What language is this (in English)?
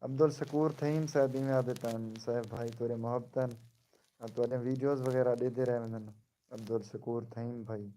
Saraiki